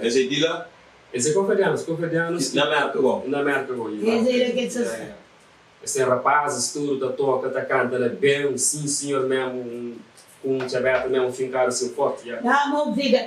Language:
Kabuverdianu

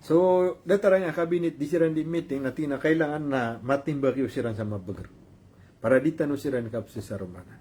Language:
Maranao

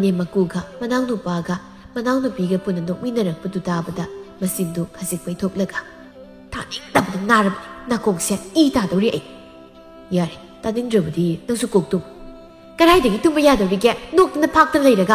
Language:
Manipuri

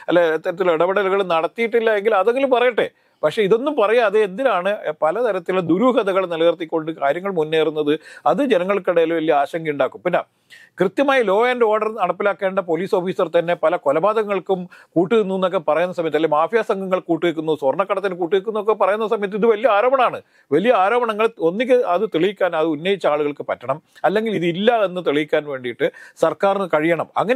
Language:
Malayalam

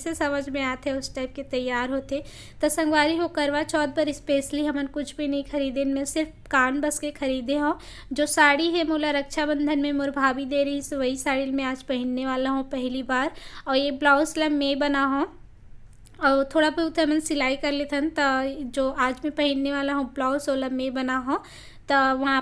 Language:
Chhattisgarhi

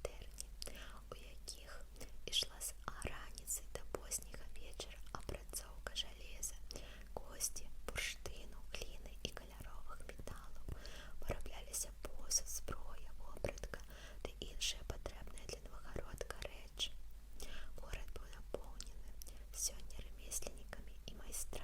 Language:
Belarusian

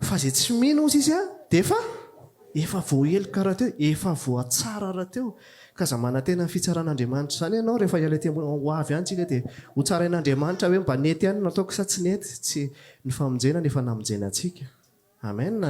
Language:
Malagasy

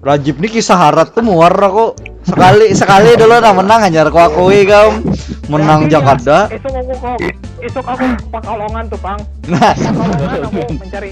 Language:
Banjar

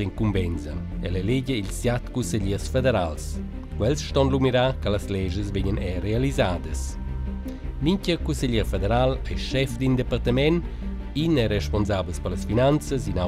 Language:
Romansh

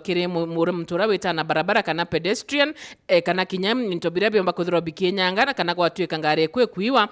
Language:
Meru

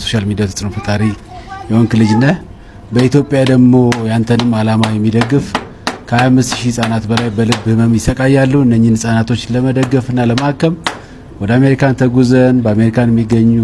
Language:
Amharic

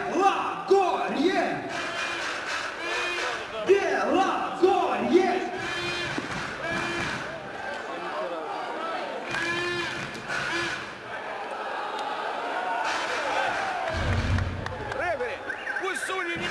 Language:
Russian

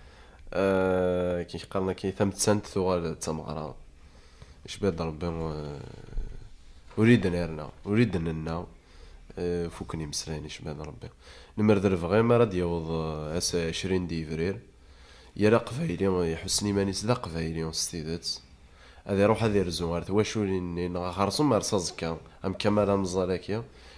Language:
Kabyle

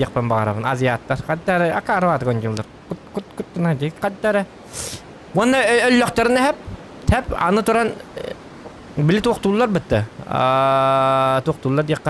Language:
Yakut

